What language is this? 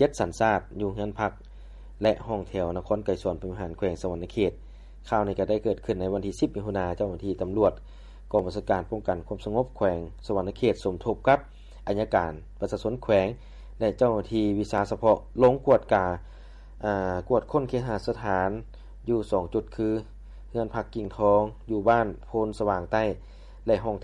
Lao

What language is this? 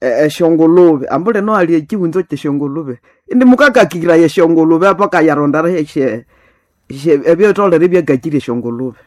Nande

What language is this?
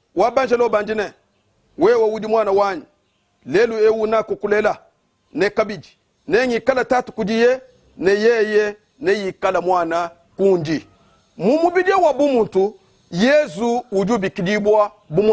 Luba-Lulua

